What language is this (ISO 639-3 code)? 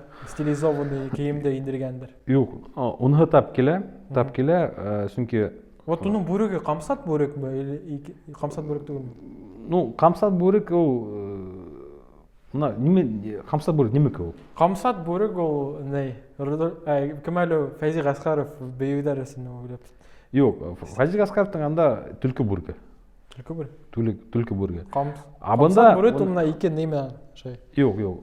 bak